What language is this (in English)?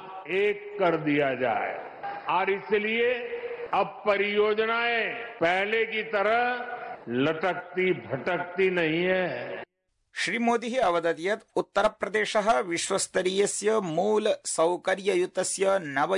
Sanskrit